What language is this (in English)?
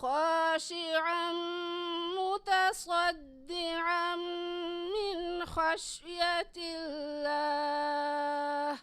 Divehi